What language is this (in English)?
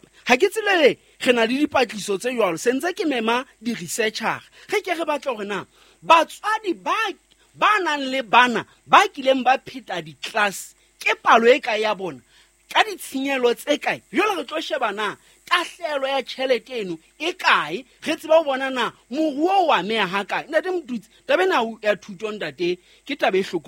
Southern Sotho